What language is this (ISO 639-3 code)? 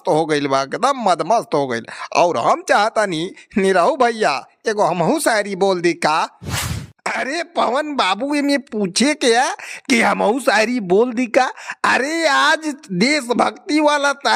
bho